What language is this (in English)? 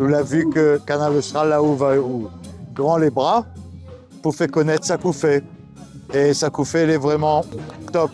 Réunion Creole French